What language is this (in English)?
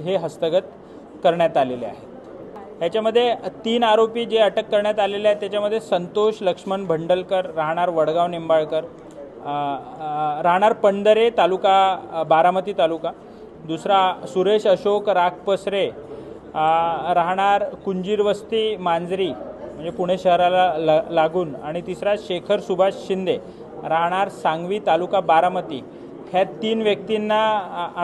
Marathi